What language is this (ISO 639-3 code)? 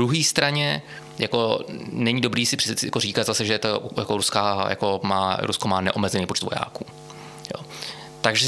ces